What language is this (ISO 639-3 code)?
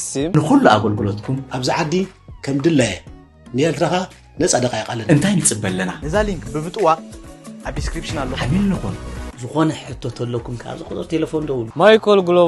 tir